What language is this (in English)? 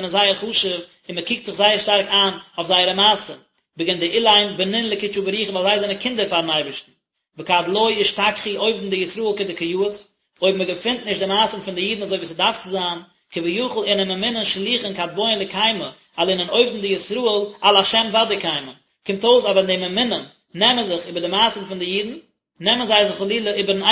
Yiddish